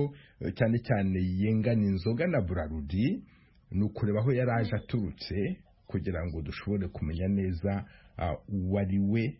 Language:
Kinyarwanda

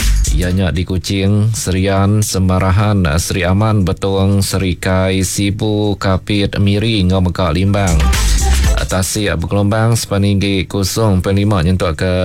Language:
Iban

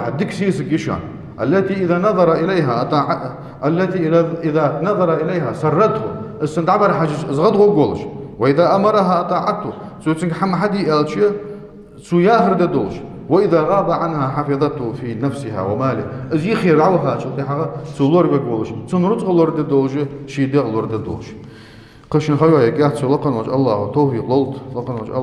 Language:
Ingush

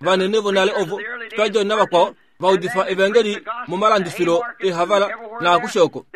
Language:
Kuanyama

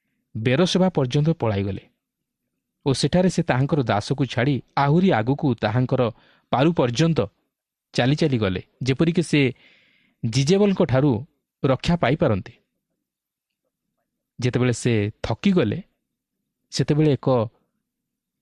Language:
Odia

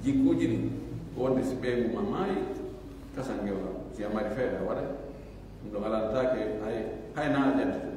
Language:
Pular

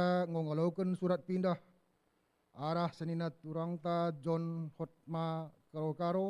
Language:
Batak Karo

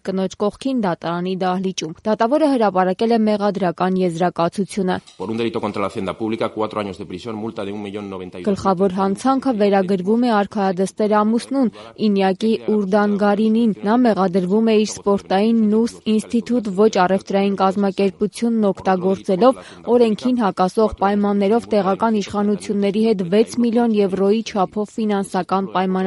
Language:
Armenian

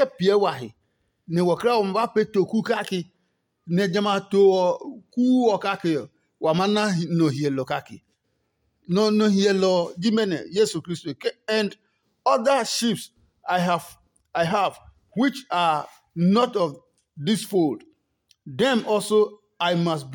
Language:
Adangme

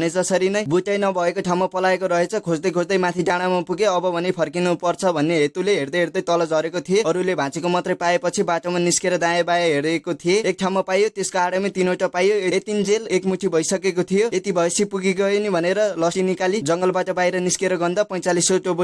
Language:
Nepali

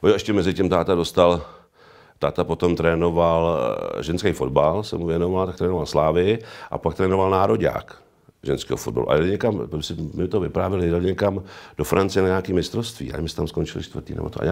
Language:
Czech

